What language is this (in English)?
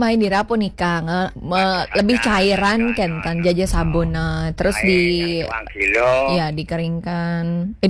Balinese